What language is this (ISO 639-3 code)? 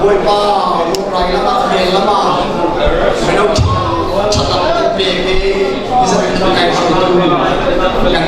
cfm